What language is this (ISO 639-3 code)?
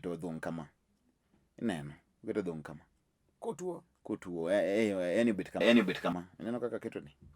luo